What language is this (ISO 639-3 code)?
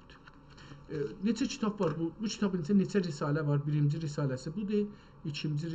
azb